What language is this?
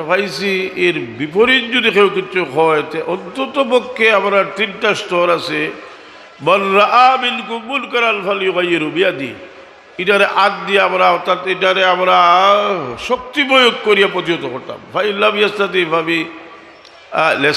Sylheti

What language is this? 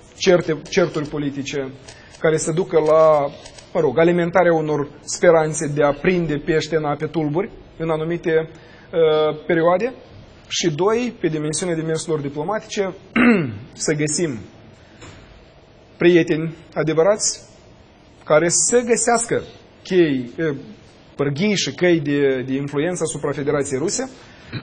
Romanian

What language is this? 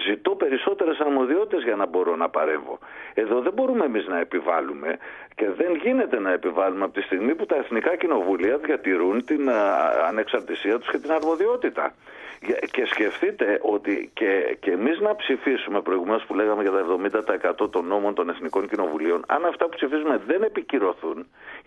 Greek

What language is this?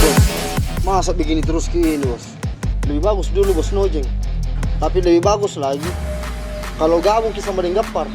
Makassar Malay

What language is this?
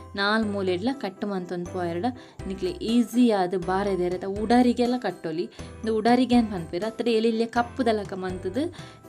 Tulu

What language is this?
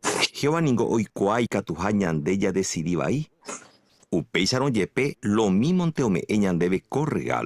Guarani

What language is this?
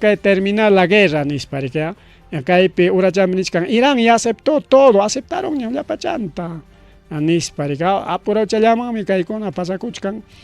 Ayacucho Quechua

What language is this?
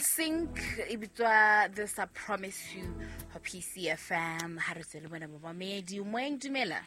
Southern Sotho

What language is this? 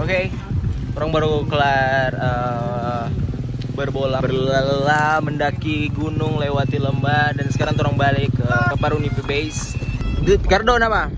Manado Malay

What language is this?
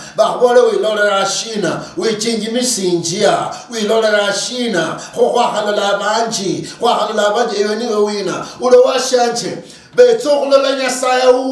Luyia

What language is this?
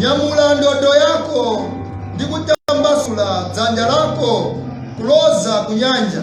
Nyanja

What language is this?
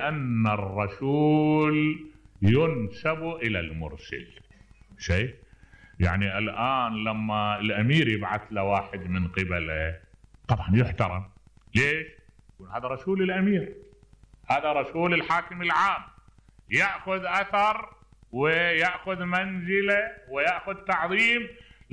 Mesopotamian Arabic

